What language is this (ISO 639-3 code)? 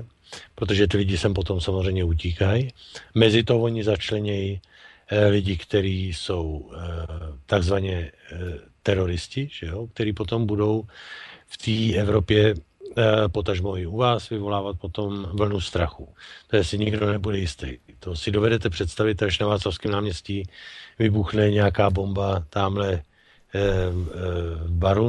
ces